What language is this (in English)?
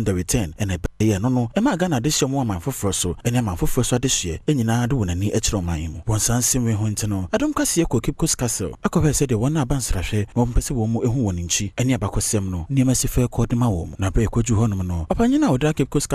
Akan